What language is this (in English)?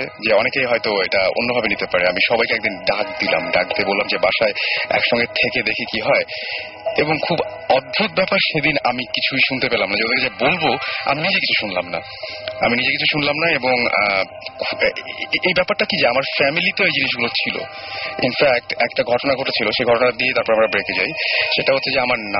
Bangla